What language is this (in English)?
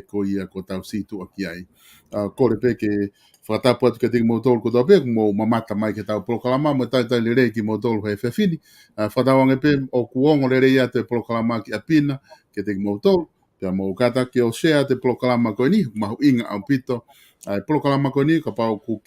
Tongan